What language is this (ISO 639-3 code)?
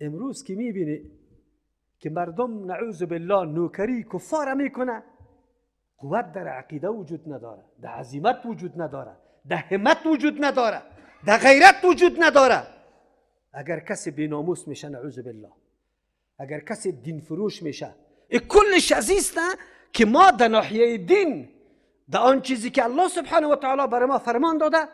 fas